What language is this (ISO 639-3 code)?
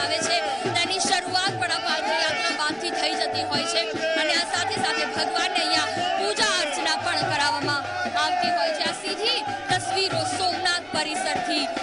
guj